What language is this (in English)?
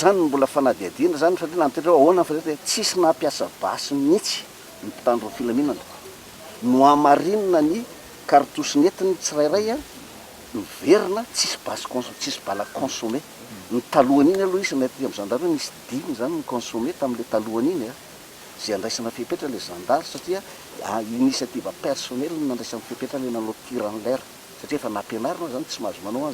Malagasy